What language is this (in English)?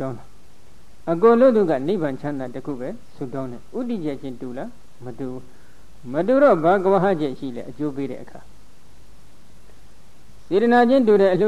Burmese